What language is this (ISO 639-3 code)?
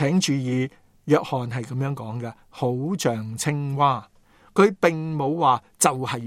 yue